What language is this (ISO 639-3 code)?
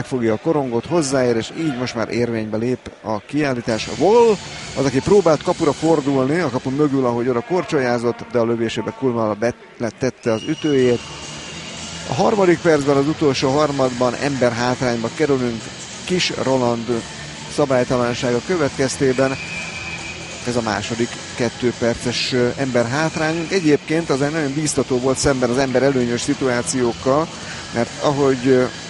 hun